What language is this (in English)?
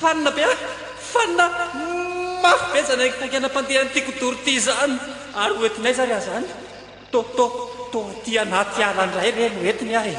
Malagasy